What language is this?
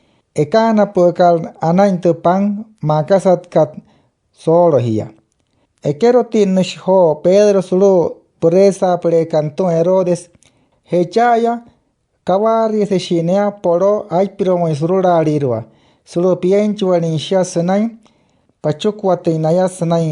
Wayuu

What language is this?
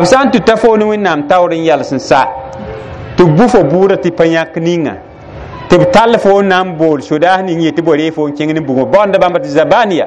Mossi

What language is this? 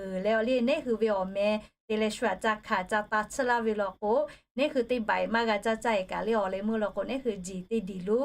Lahu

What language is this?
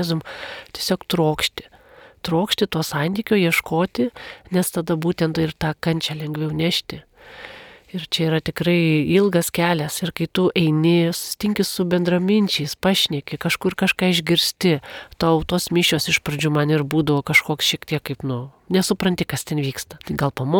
Lithuanian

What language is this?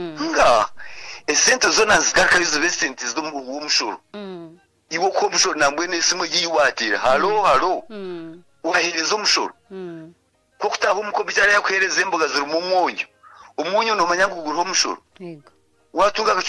Kinyarwanda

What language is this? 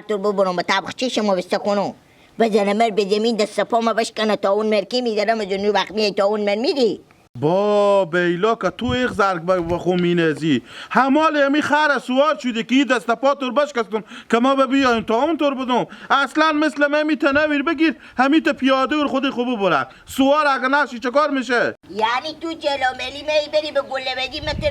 Hazaragi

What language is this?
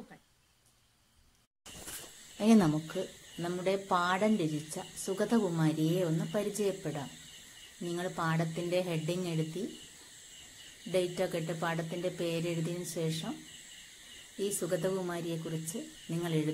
Malayalam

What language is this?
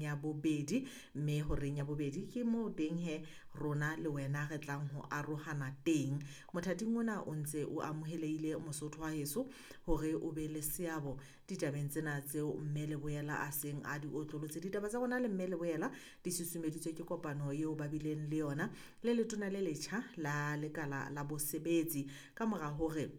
Southern Sotho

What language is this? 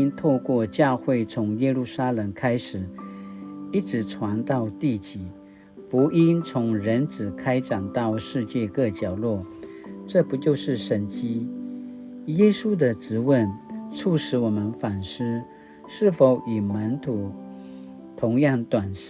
Paiwan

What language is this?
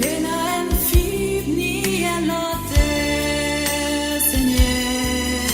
Morisyen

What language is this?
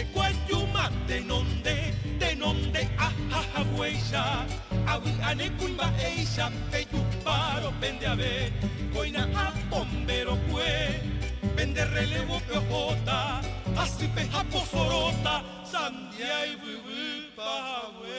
Guarani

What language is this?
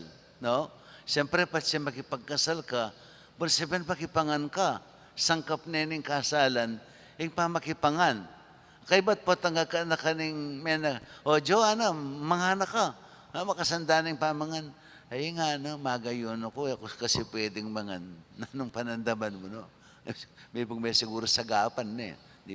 Pampanga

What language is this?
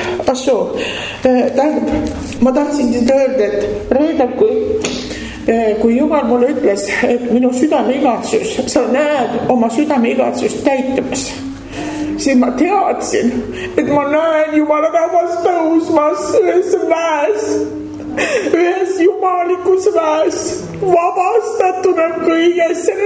Estonian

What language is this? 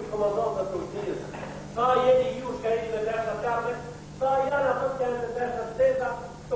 Bosnian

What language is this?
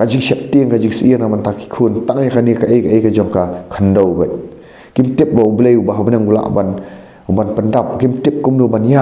Khasi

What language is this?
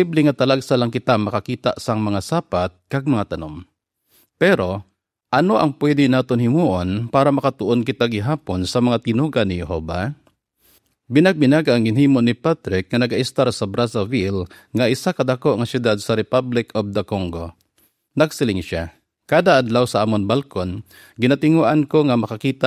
Hiligaynon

